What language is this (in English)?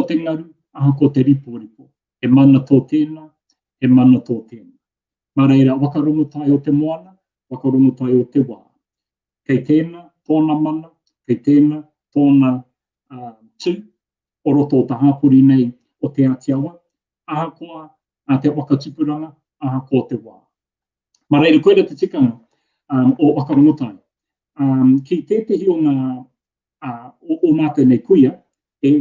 Māori